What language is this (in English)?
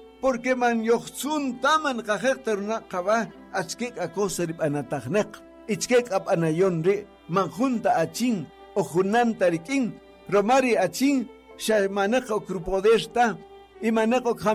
Kaqchikel